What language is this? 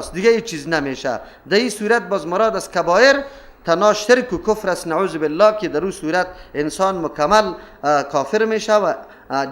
Persian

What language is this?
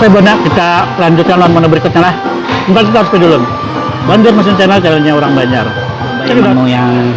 Banjar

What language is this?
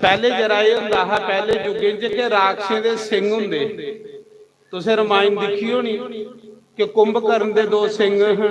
Dogri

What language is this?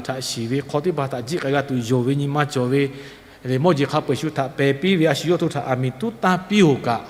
Lahu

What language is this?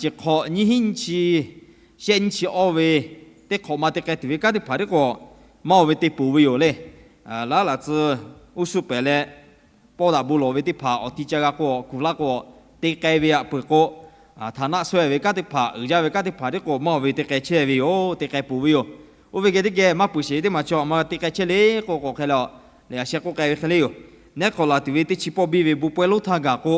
Lahu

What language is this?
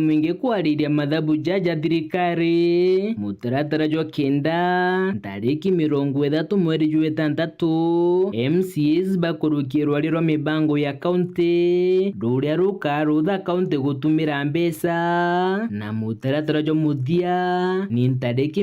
Meru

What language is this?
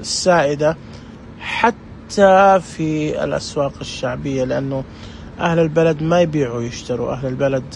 Najdi Arabic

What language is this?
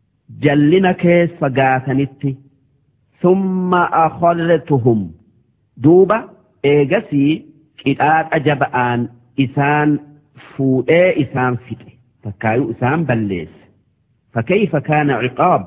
Oromo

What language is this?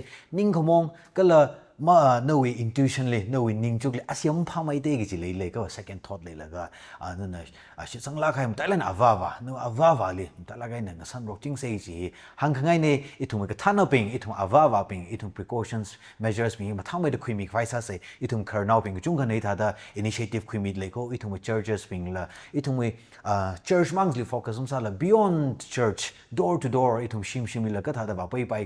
Tangkhul Naga (India)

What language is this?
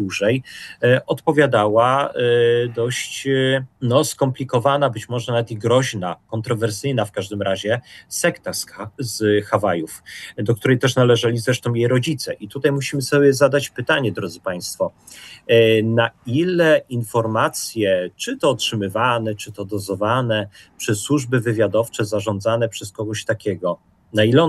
Polish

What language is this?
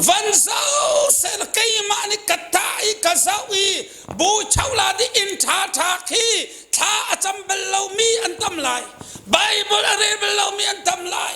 Hakha Chin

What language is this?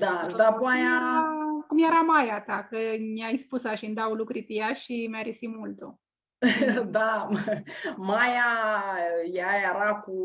Aromanian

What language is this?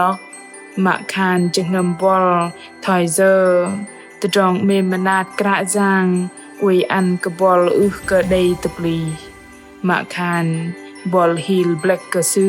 Bahnar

